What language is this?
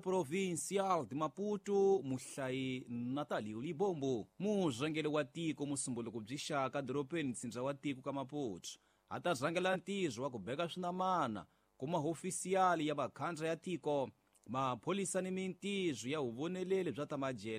Tsonga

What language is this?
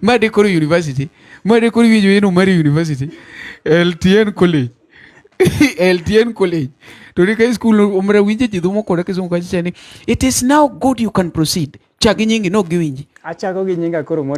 Luo (Kenya and Tanzania)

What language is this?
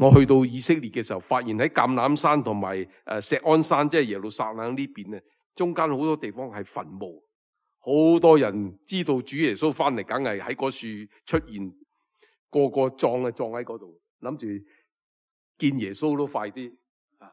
Cantonese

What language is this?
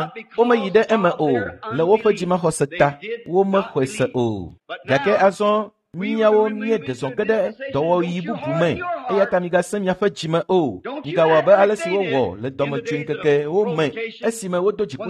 Ewe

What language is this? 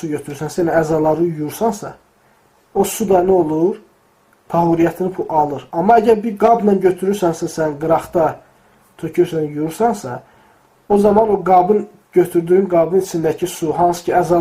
Azerbaijani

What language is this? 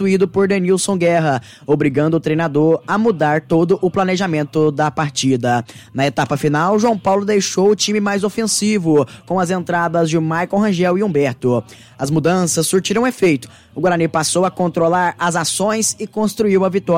Portuguese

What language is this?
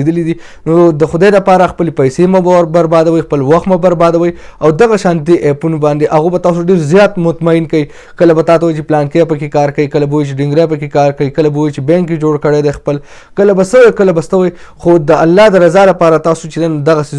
Pashto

